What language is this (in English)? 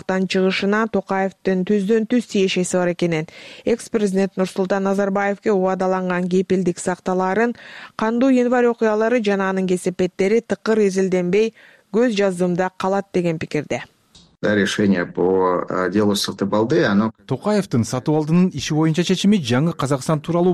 Kyrgyz